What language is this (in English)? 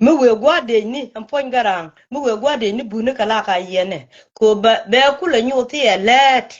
Nuer